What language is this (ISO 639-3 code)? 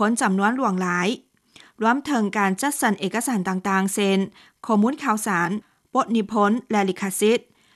lao